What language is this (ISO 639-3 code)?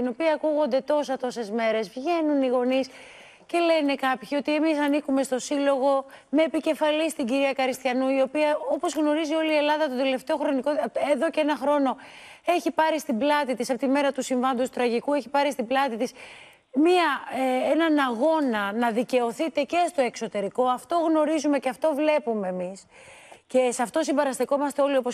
ell